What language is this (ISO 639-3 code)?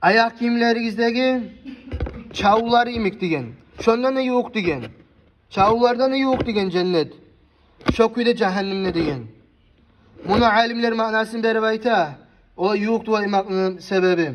kum